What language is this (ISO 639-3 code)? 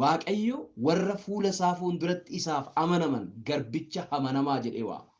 orm